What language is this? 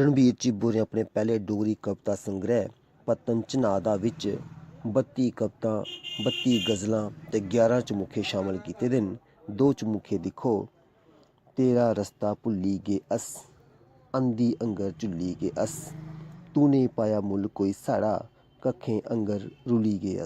Dogri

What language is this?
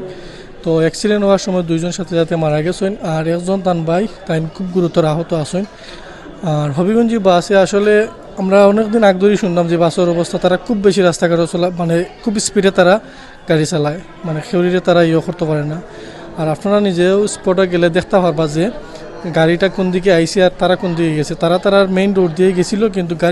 Sylheti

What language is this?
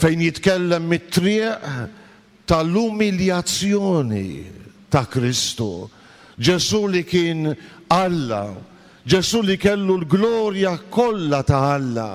Maltese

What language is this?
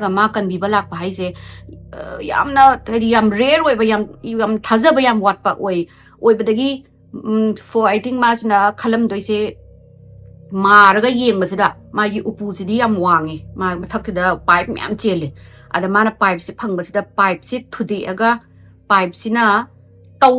Manipuri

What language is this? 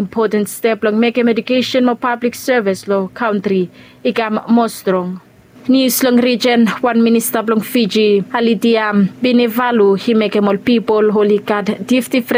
Bislama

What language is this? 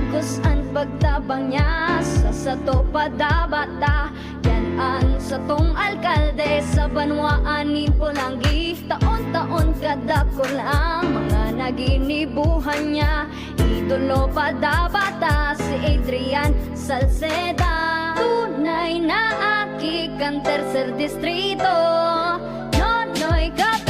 Bikol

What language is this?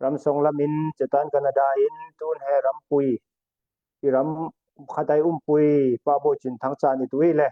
Falam Chin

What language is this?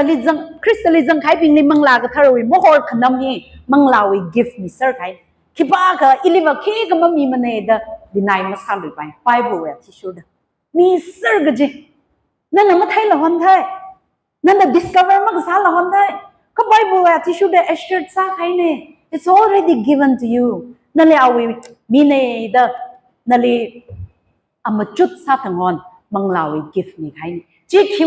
Tangkhul Naga (India)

